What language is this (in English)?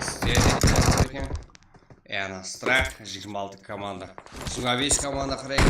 Kara-Kalpak